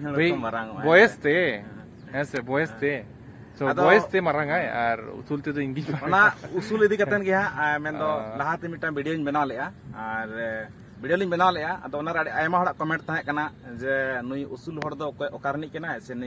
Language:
Santali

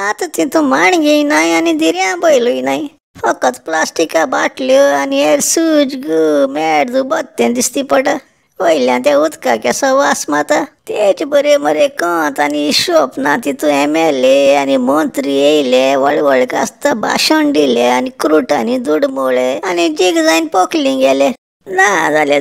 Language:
Konkani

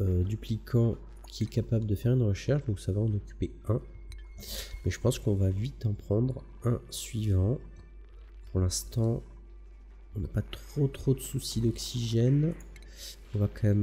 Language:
French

